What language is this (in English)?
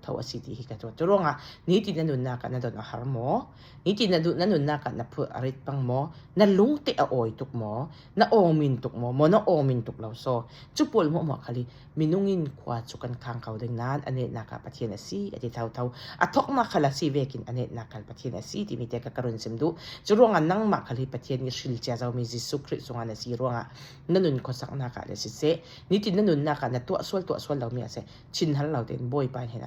Falam Chin